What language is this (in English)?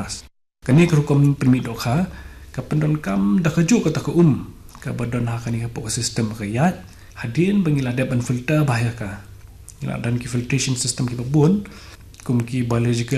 Khasi